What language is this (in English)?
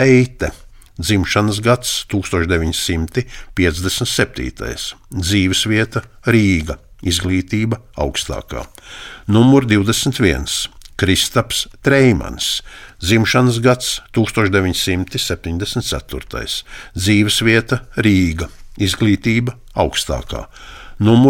Latvian